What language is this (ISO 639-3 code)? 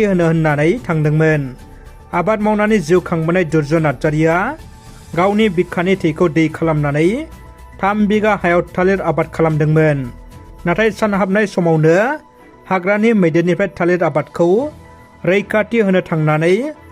brx